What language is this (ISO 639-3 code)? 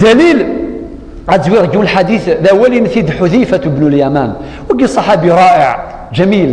kab